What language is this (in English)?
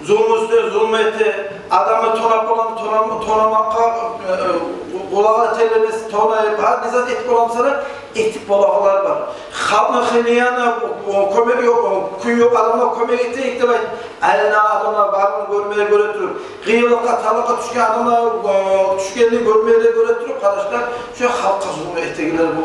Kumyk